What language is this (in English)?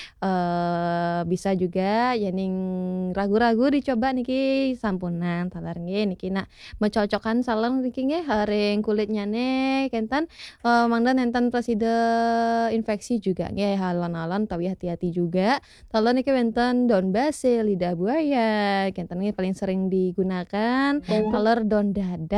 Balinese